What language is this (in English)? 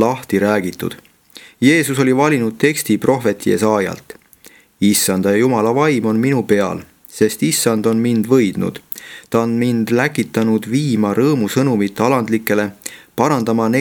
Estonian